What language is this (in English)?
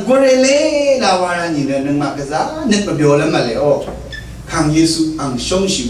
Rawang